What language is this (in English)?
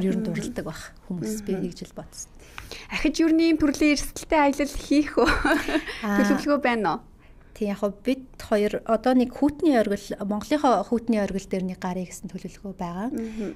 Mongolian